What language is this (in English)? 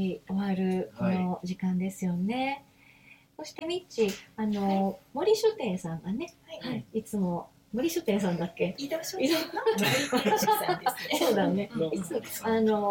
Japanese